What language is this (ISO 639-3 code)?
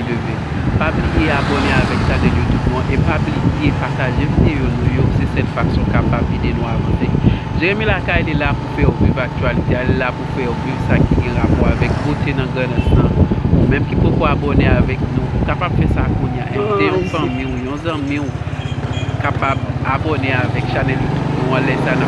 hat